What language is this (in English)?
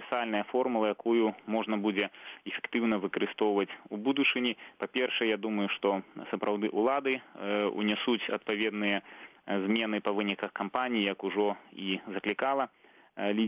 Belarusian